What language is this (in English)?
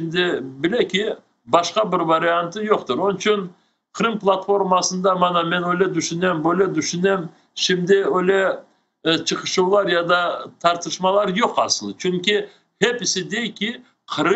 Crimean Tatar